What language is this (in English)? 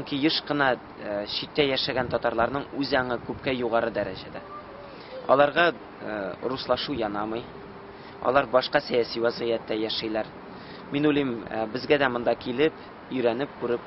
Tatar